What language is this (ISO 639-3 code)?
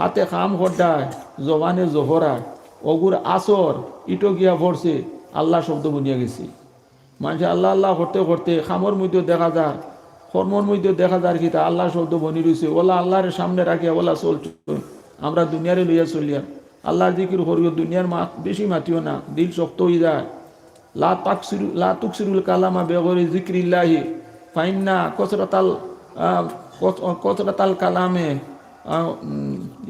syl